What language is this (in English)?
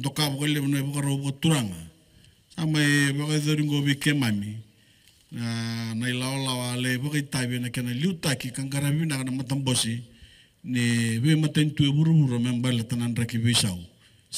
Fijian